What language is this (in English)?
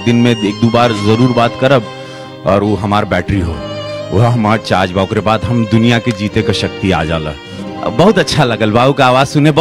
Bhojpuri